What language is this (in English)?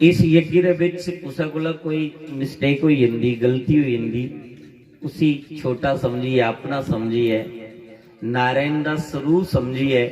Dogri